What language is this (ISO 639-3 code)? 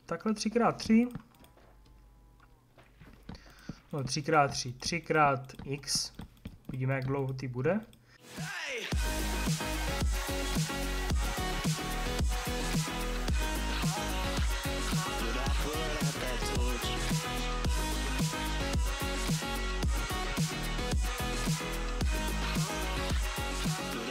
ces